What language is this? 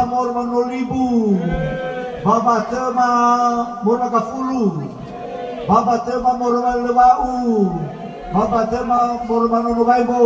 Nias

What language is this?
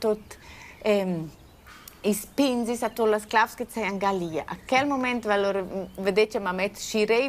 Romansh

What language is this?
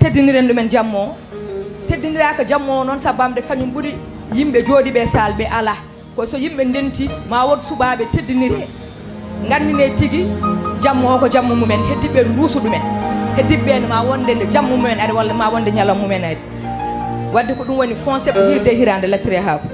Fula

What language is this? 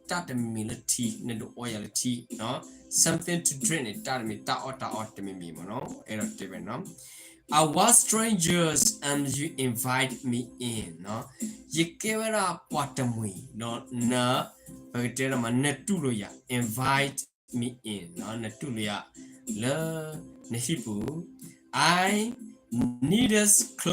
S'gaw Karen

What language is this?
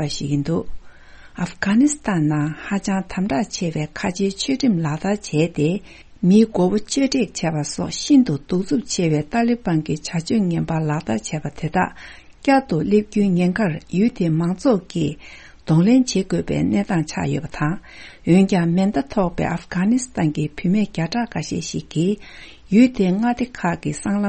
Tibetan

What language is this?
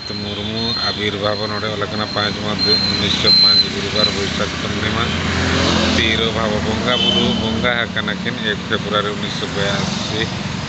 Santali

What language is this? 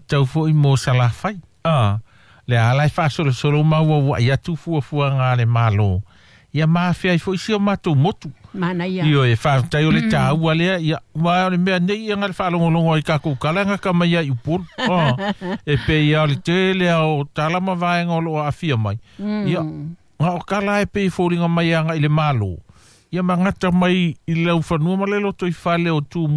Samoan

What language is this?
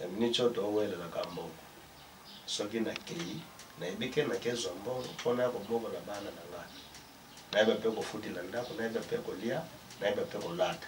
Lingala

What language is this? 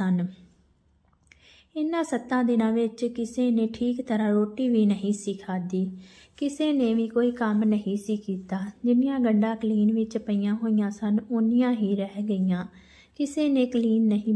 Punjabi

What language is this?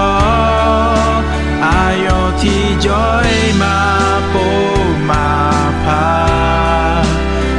Akha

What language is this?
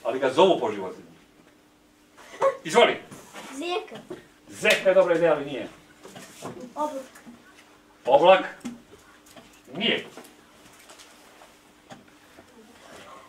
Serbian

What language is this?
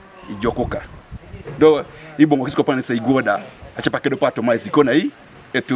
Teso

